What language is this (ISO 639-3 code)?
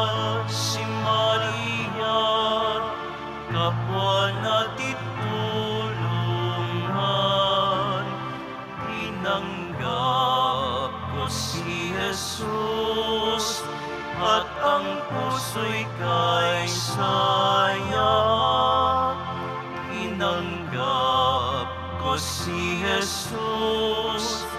fil